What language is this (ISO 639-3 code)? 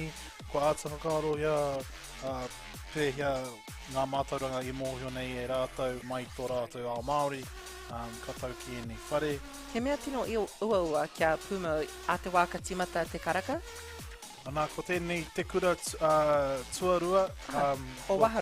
mri